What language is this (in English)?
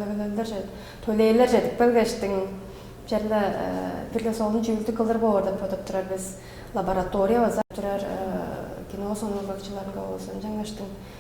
Tuvinian